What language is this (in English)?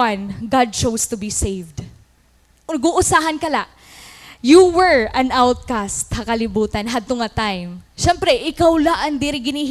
Waray